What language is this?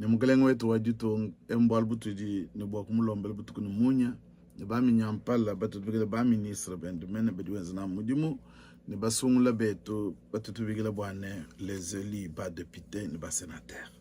Luba-Lulua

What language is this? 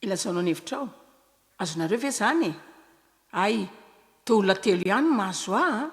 Malagasy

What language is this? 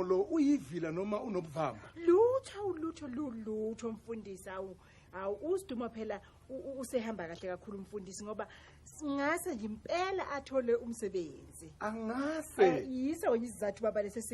Zulu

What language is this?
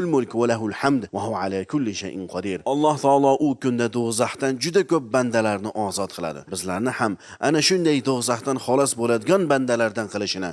Uzbek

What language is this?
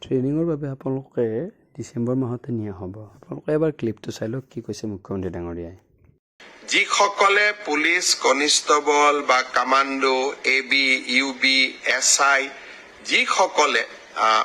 Assamese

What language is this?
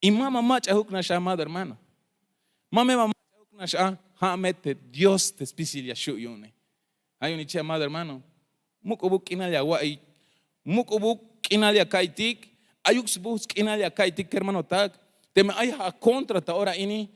Tzeltal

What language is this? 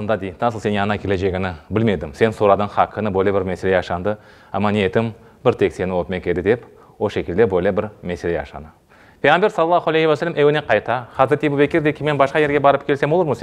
Crimean Tatar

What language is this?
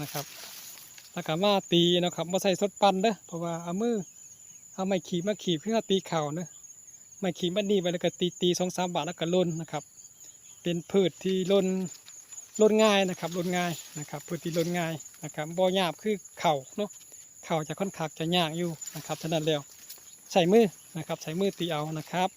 Northeastern Thai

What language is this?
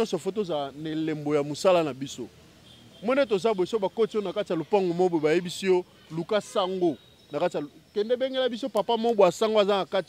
Lingala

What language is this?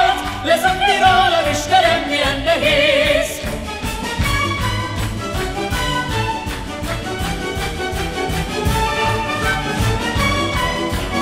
Hungarian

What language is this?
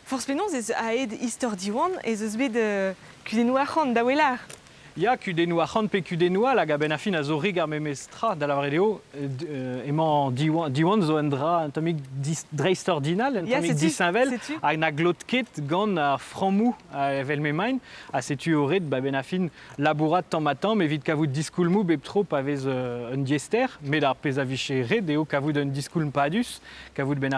Breton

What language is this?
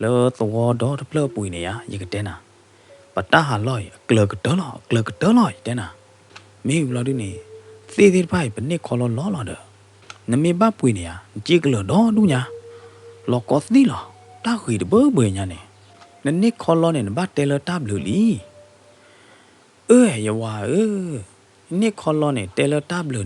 S'gaw Karen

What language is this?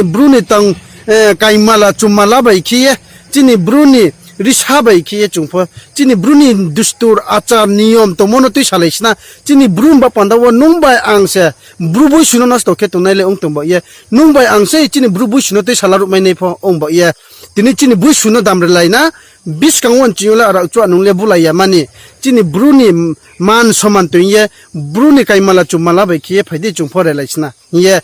Riang (India)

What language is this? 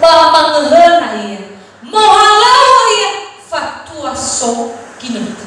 Nias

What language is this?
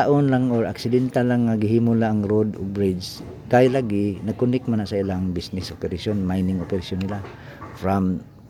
Cebuano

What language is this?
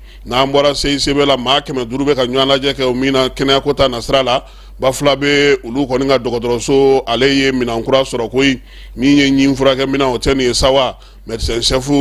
Bambara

